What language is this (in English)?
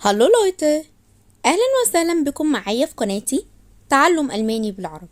Egyptian Arabic